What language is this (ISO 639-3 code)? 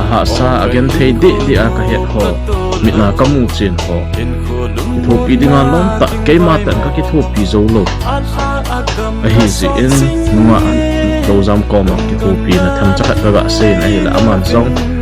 tcz